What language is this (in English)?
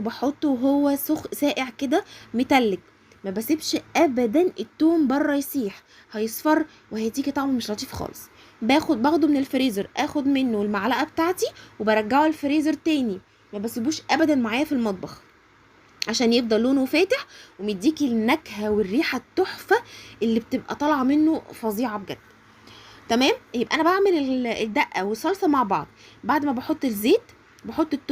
Egyptian Arabic